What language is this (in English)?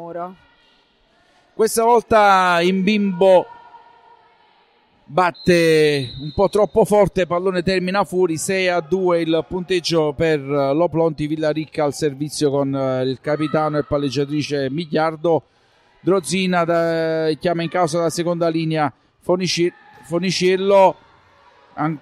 Italian